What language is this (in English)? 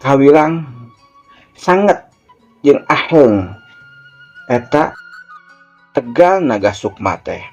Sundanese